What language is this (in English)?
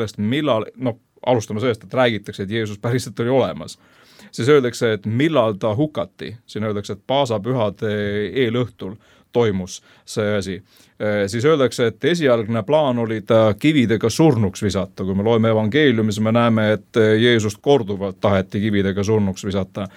Estonian